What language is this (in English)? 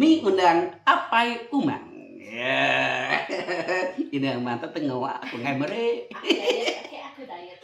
Iban